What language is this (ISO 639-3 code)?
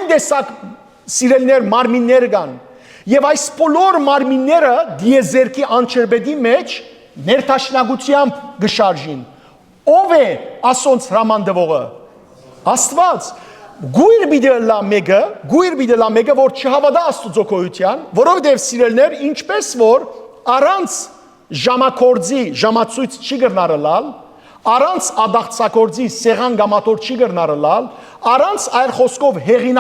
hyw